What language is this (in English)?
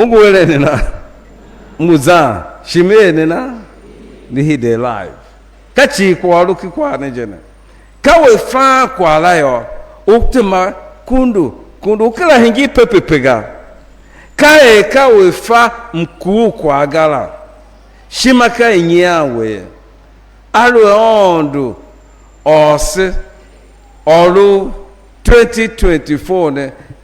Tiv